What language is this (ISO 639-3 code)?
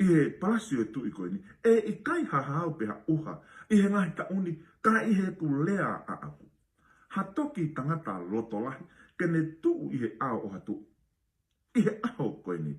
ton